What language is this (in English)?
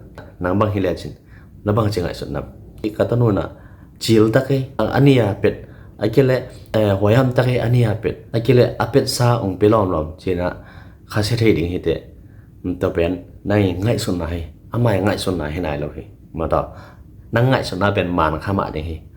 Tedim Chin